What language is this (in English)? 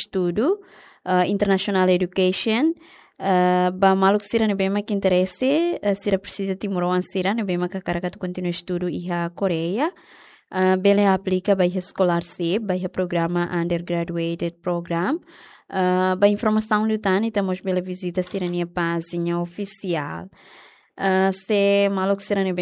Tetum